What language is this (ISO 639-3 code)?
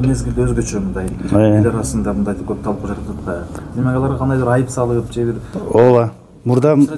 kir